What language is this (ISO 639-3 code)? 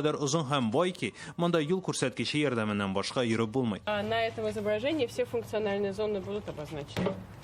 tat